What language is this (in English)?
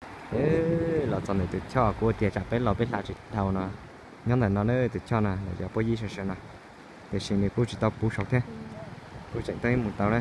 Hmong